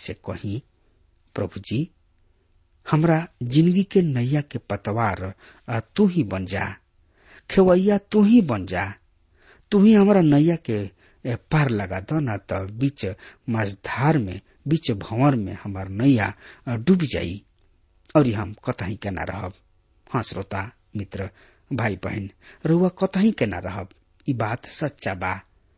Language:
Bhojpuri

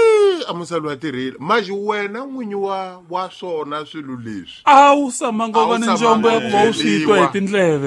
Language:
Tsonga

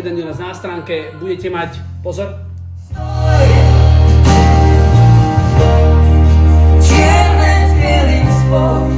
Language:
Slovak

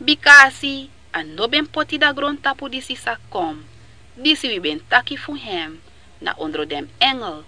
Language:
Sranan Tongo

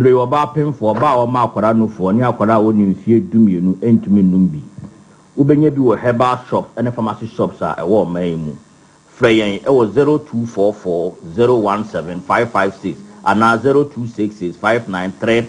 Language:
Akan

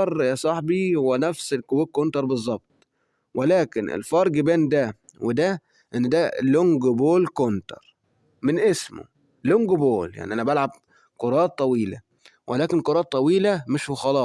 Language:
Egyptian Arabic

